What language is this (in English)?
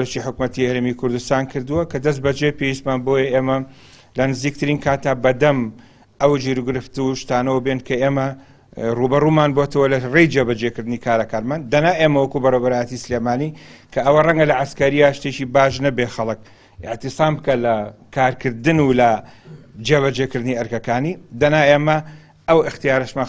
Central Kurdish